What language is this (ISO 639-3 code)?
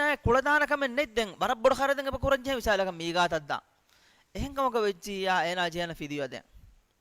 div